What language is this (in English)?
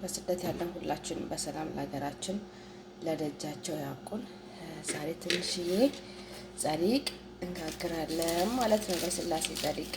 Amharic